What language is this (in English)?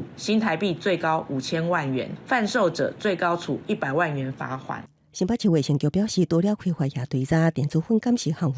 Min Nan Chinese